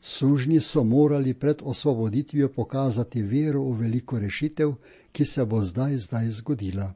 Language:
Slovenian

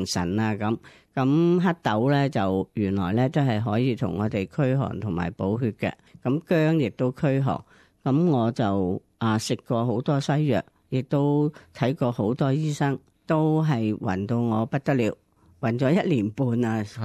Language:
Cantonese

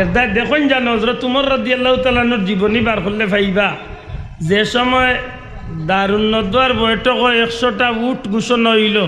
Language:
Sylheti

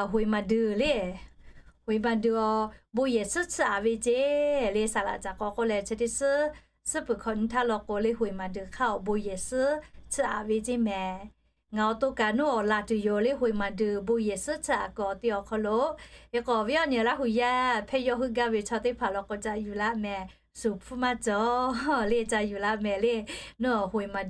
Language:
Lahu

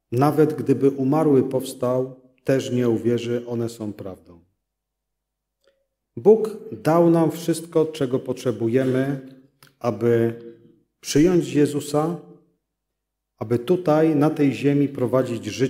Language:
Polish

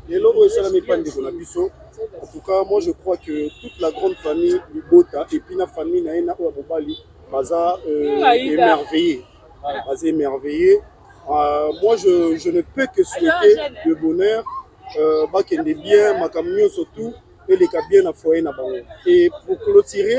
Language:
Lingala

